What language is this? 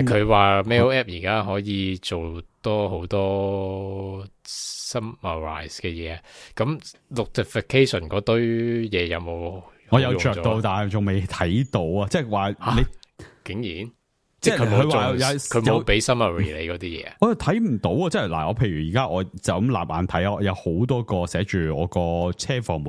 Cantonese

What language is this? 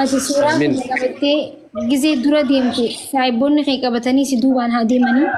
Oromo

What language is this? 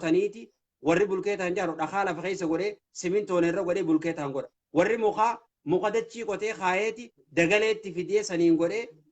Oromo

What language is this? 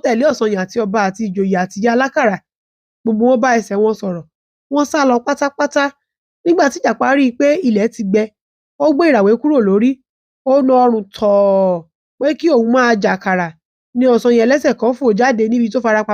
Yoruba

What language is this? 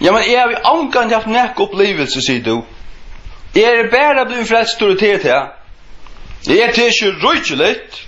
Faroese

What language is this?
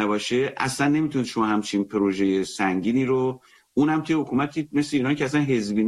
Persian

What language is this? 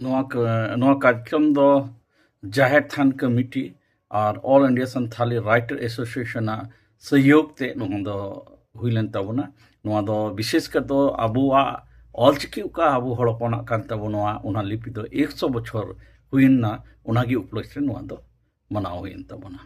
Santali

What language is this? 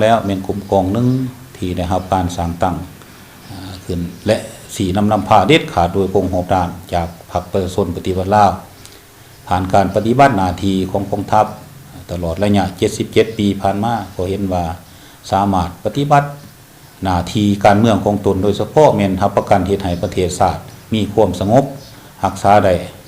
Lao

